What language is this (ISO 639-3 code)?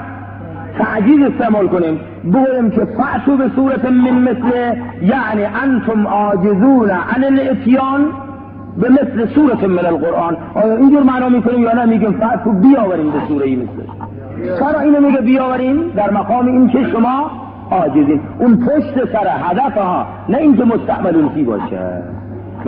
fas